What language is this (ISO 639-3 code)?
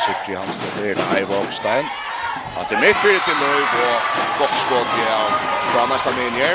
fao